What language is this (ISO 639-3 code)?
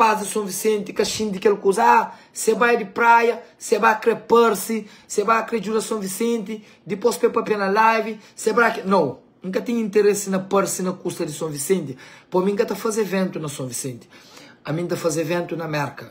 kea